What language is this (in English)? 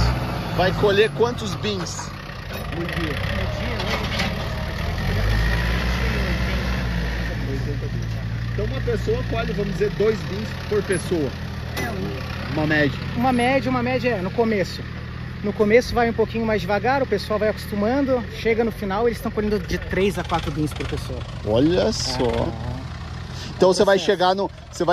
Portuguese